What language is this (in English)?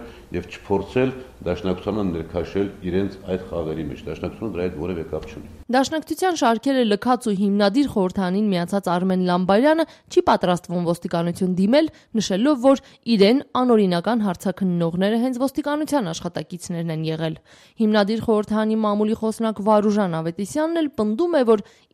Armenian